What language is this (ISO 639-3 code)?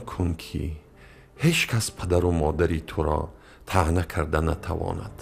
tgk